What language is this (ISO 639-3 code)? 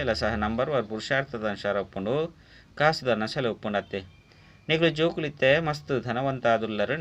tcy